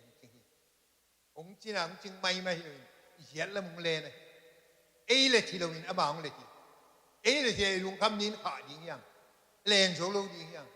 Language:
Tedim Chin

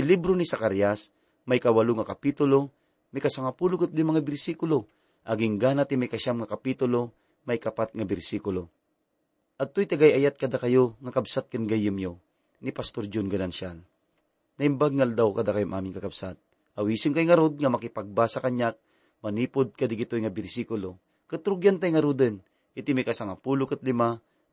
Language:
Iloko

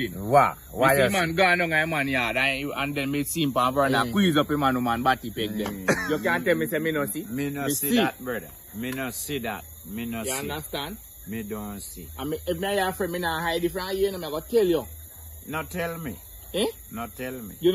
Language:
Jamaican Creole English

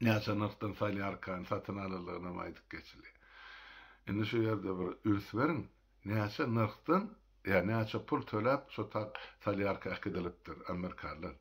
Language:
Turkmen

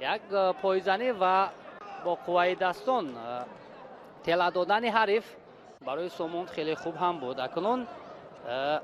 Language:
Tajik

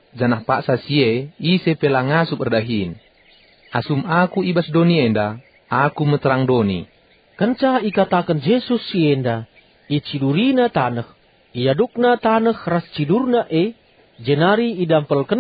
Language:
Batak Karo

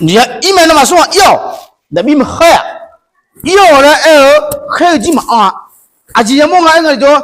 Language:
Akha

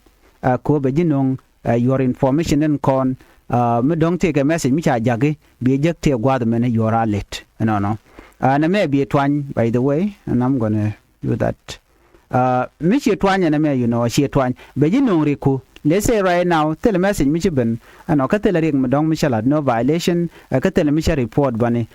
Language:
Nuer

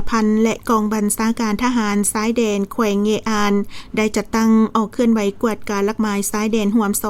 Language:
Lao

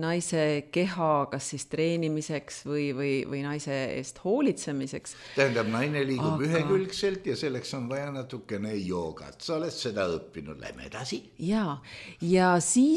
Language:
Estonian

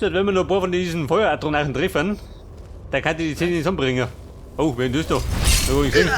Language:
Bavarian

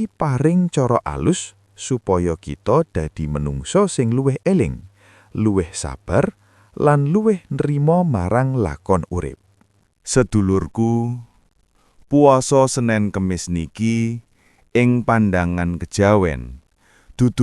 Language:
Javanese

